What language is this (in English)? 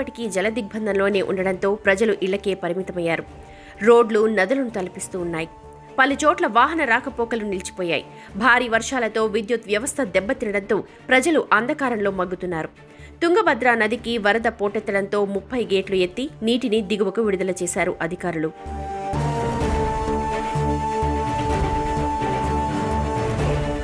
Telugu